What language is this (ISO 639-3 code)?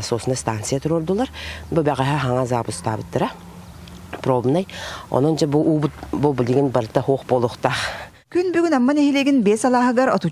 sah